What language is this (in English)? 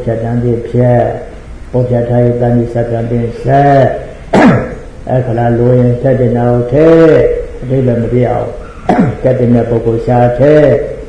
Burmese